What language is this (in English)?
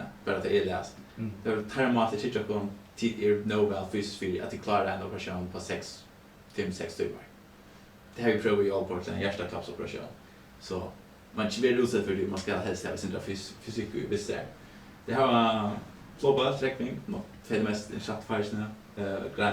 Faroese